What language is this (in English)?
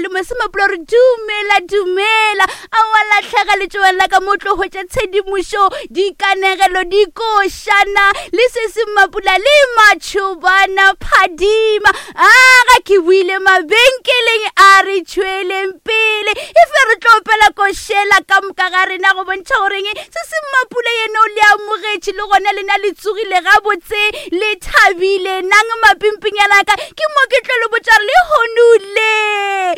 Northern Sotho